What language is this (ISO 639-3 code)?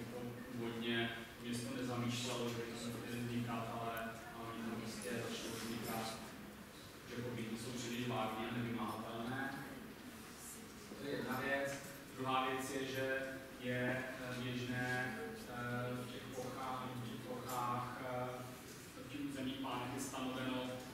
ces